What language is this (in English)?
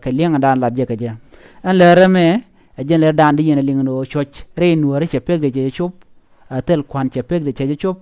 Nuer